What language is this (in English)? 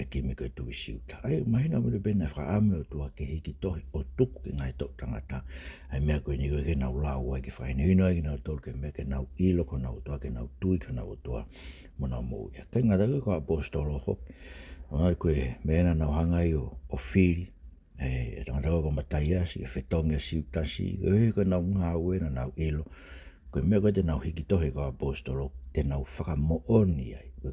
Tongan